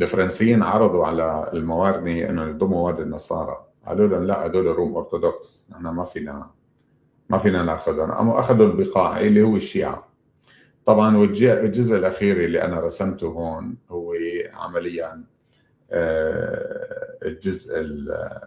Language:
North Levantine Arabic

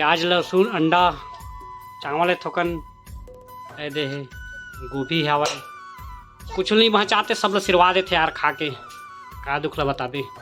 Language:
Chhattisgarhi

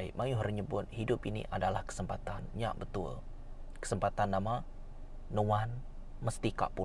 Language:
Iban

